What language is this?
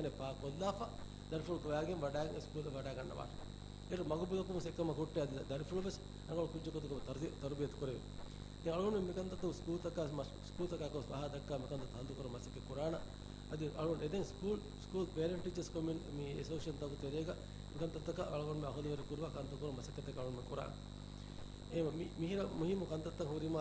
Divehi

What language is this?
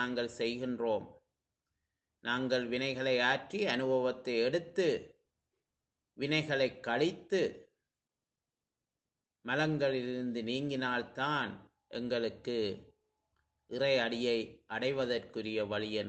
Tamil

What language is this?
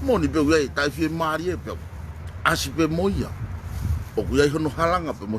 Tongan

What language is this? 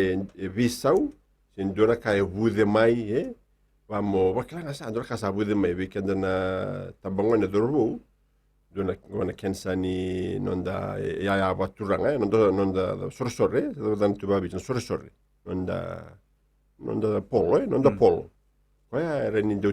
Fijian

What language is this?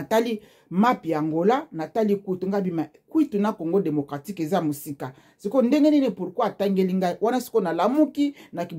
Lingala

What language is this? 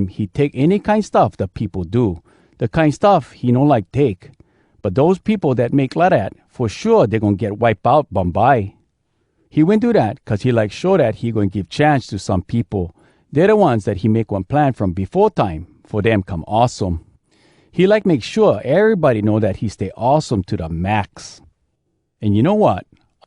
Hawai'i Creole English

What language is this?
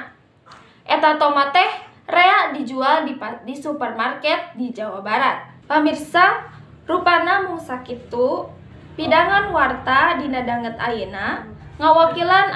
Sundanese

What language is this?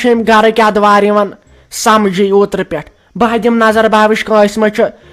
Kashmiri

